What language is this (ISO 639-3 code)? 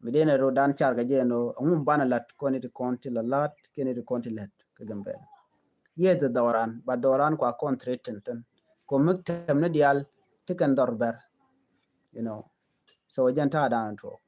nus